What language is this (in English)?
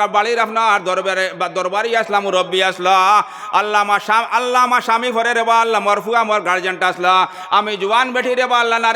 Sylheti